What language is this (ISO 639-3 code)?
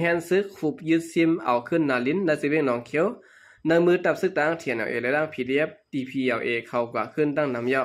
shn